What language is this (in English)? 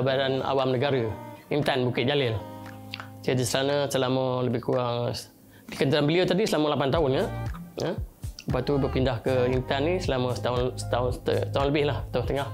Malay